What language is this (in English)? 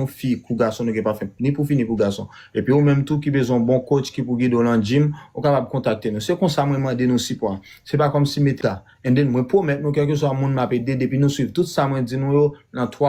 Haitian Creole